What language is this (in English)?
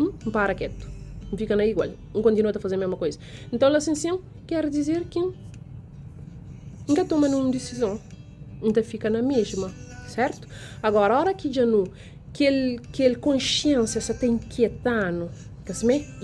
Kabuverdianu